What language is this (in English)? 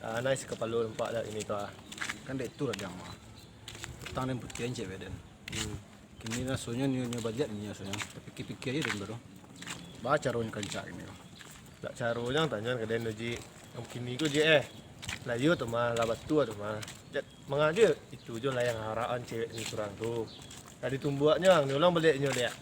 Minangkabau